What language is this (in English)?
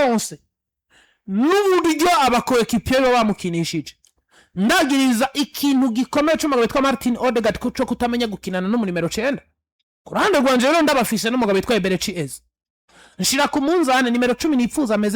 Rundi